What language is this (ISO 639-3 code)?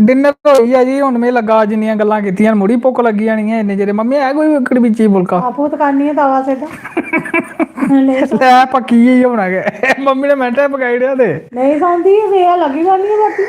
doi